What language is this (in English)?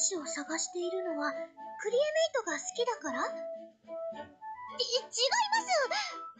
Japanese